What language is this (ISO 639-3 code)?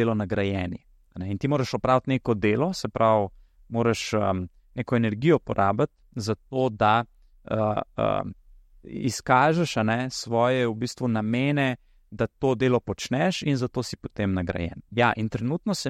slv